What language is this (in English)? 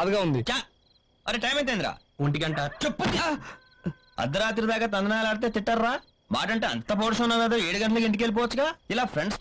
Telugu